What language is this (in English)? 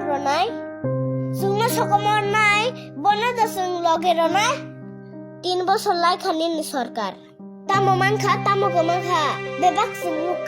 Kok Borok